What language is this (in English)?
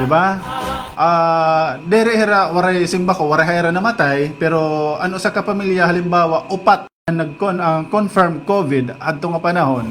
Waray